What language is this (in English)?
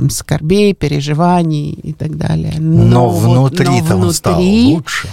Russian